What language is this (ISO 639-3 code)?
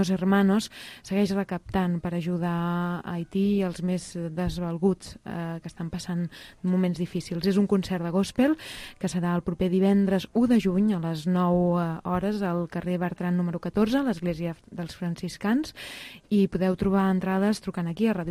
cat